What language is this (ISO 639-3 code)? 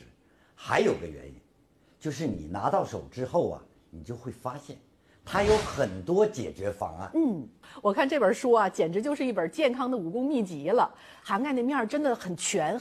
zho